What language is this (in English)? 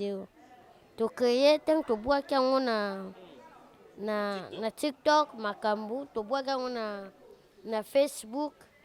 Lingala